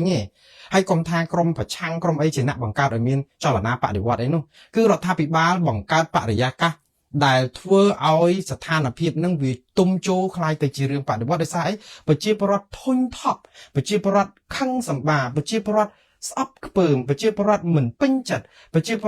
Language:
Khmer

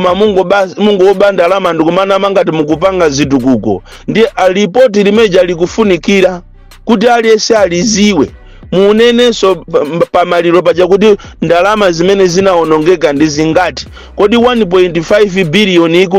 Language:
Nyanja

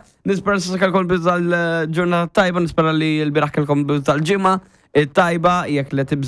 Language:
Maltese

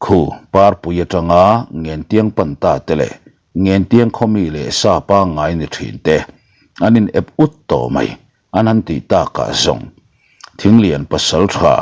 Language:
Mizo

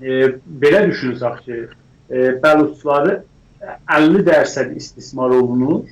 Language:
South Azerbaijani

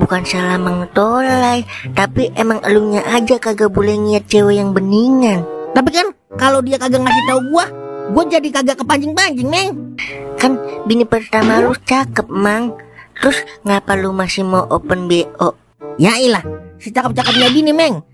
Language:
Betawi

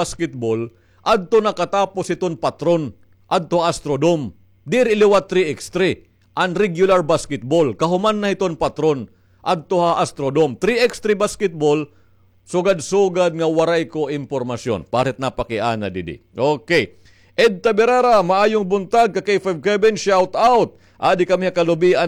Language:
Waray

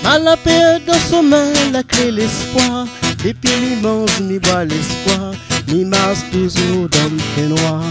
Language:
Réunion Creole French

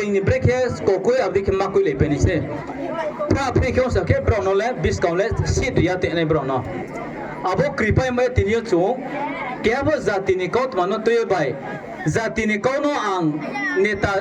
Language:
Riang (India)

